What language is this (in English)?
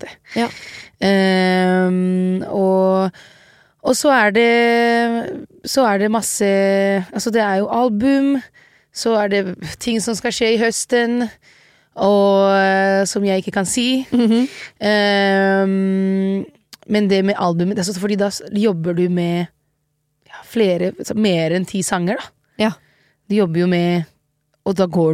Norwegian